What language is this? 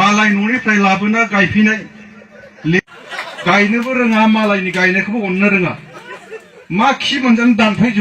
Bodo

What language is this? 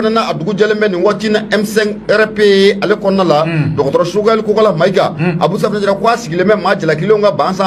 Bambara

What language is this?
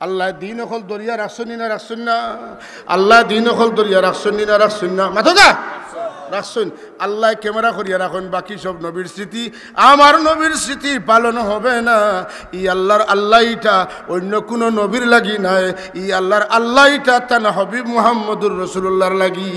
Sylheti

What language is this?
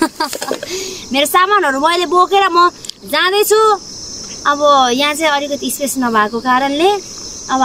Nepali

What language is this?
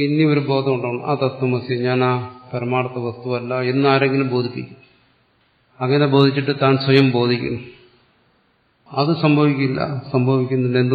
Malayalam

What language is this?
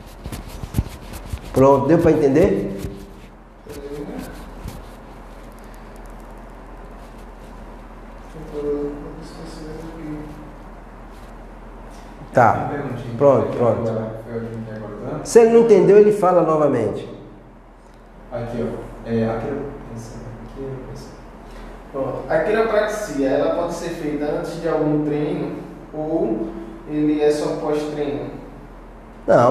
Portuguese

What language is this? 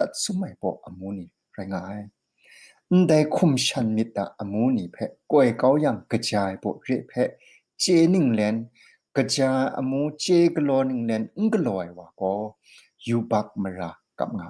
Kachin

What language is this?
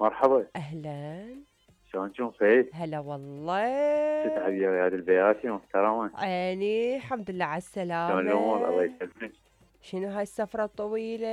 Mesopotamian Arabic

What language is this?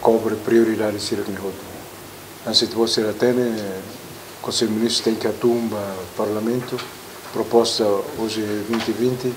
Tetum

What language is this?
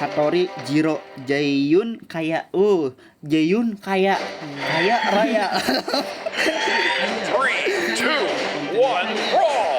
Banjar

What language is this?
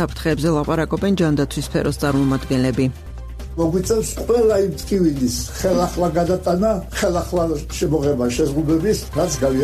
Georgian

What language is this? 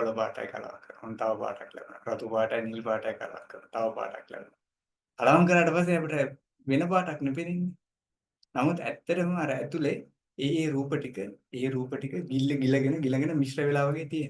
Sinhala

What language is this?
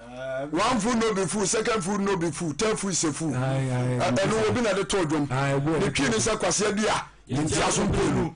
Akan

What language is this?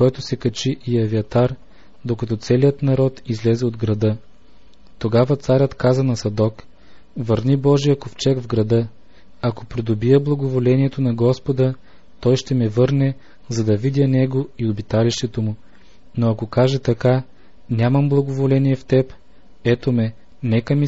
Bulgarian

